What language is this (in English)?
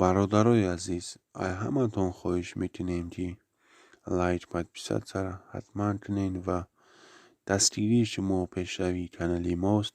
Tajik